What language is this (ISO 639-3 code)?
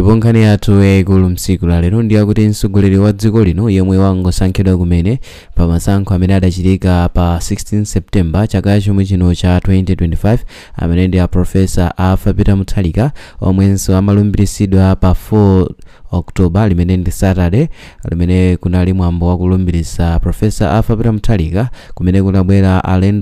nya